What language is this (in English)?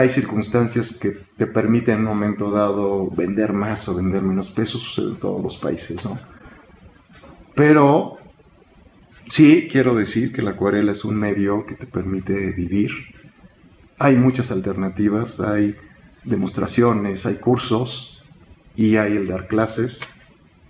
Spanish